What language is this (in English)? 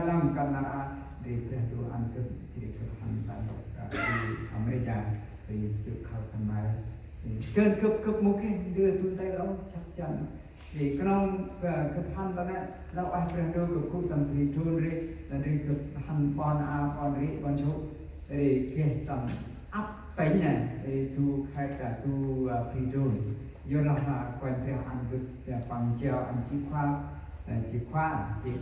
Central Mnong